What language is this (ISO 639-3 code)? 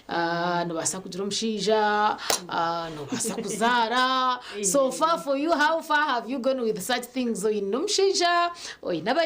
nyn